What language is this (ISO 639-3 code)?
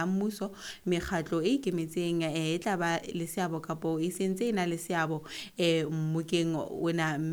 sot